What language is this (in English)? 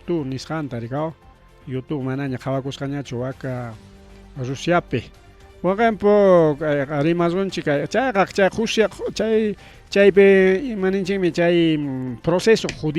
Ayacucho Quechua